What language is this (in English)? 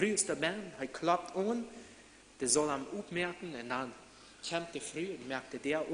Plautdietsch